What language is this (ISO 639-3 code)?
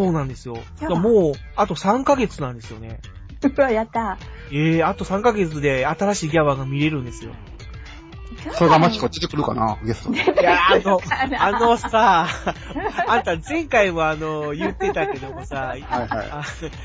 jpn